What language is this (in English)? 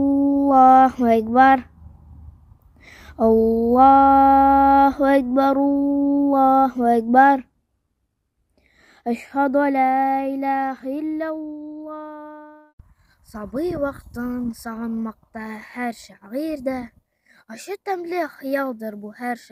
Tatar